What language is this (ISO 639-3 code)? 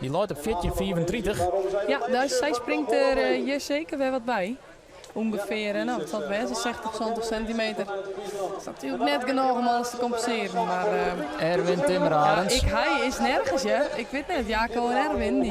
fry